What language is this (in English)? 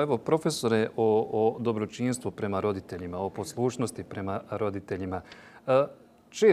Bosnian